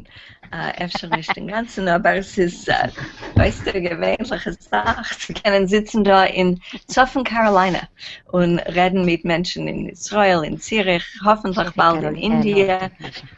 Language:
Yiddish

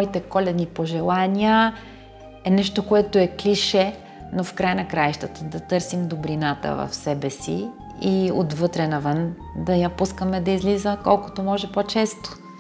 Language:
Bulgarian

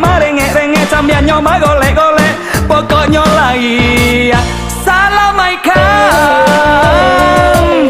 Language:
Minangkabau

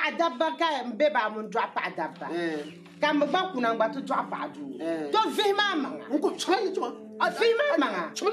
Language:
Dagbani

